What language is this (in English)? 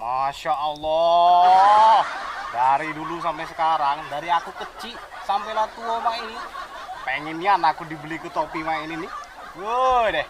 Musi